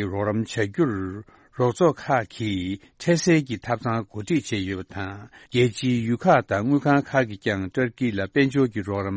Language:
Tibetan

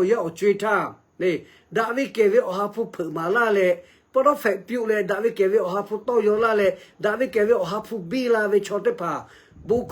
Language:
Lahu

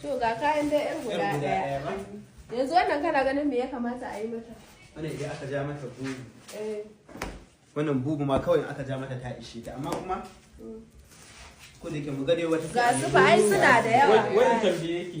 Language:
Hausa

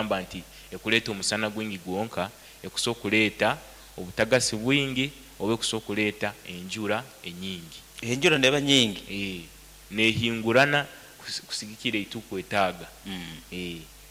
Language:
Nyoro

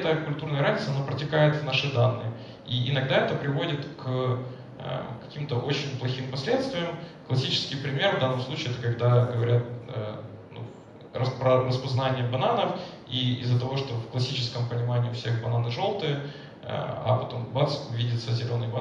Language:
Russian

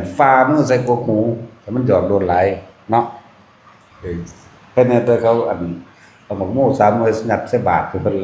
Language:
Northeastern Thai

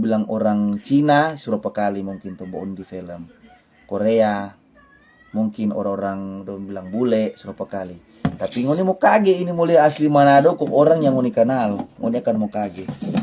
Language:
Manado Malay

